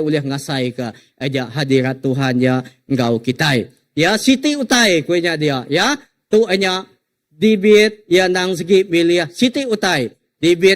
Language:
Iban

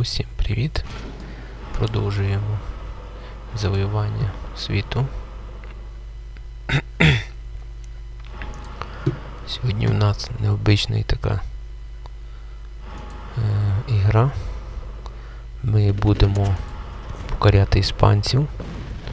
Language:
Ukrainian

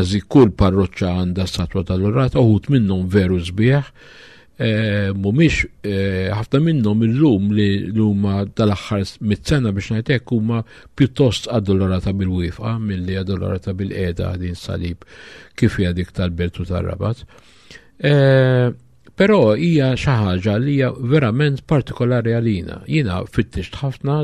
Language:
Maltese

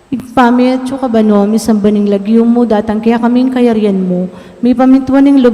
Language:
Pampanga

